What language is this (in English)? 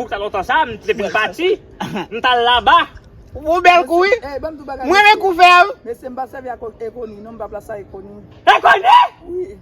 Haitian Creole